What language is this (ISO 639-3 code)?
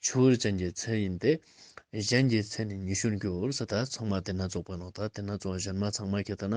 lbj